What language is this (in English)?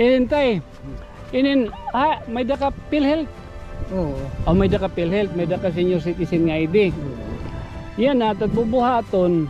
Waray